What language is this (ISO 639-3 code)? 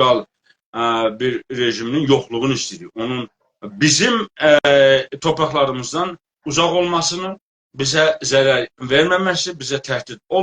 azb